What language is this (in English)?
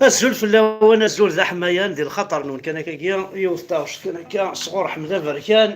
Kabyle